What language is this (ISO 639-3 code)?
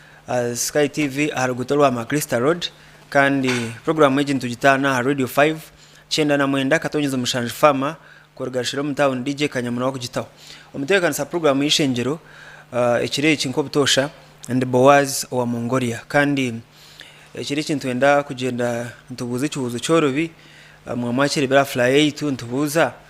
nyn